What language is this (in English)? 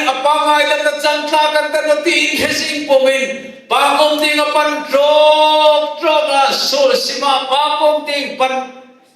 Hmar